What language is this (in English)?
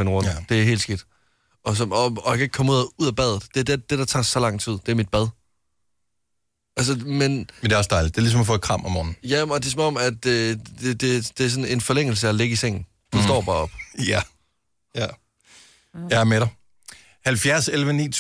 Danish